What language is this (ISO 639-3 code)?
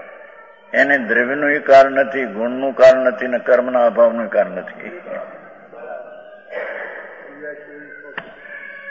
guj